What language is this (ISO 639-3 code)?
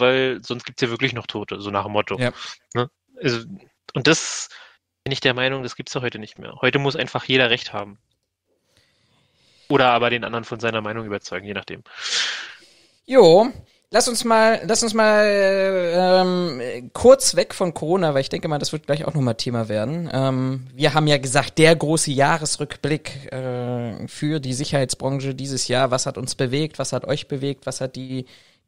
deu